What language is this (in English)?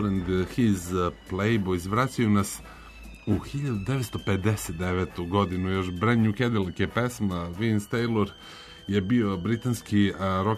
Serbian